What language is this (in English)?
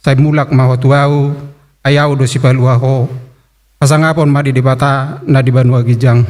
Batak Toba